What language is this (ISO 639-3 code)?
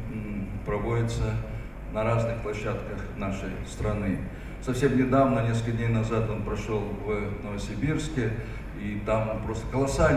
rus